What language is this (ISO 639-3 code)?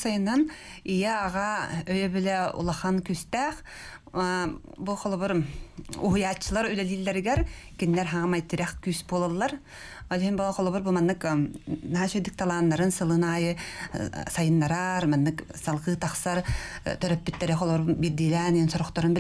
sah